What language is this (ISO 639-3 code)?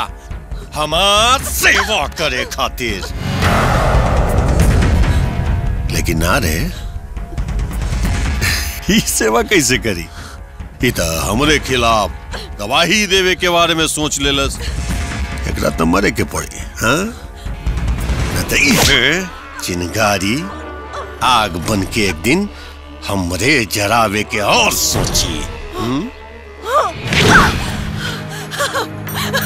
bho